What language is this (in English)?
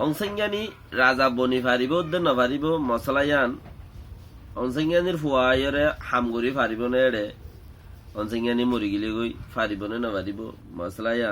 Rohingya